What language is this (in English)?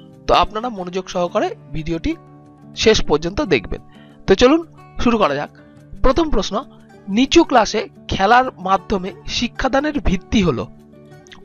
Bangla